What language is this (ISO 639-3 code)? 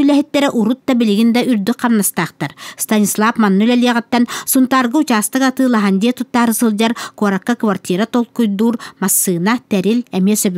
sah